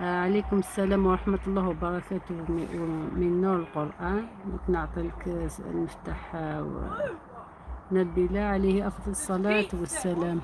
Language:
Algerian Arabic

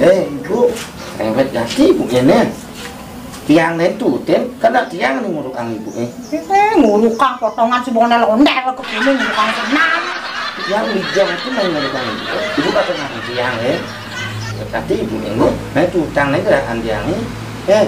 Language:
Balinese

